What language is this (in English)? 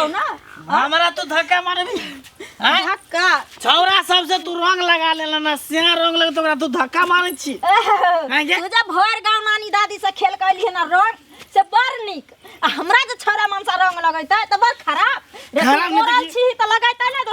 Maithili